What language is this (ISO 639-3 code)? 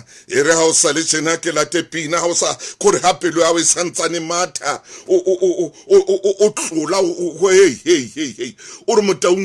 sot